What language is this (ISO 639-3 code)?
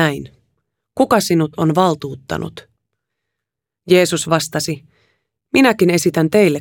fin